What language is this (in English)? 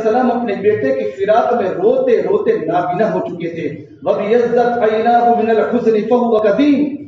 Urdu